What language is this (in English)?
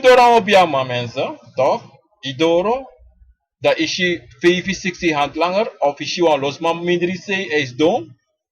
Sranan Tongo